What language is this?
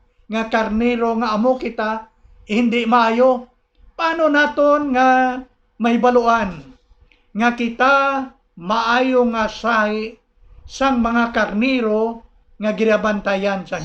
Hiligaynon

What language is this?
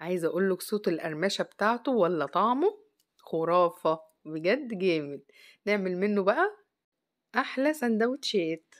Egyptian Arabic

